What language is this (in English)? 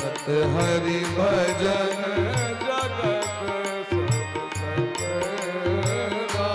Maithili